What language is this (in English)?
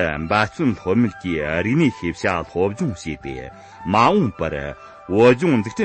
Tibetan